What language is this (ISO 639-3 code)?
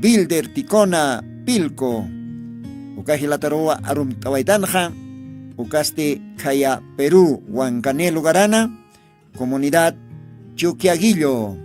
aym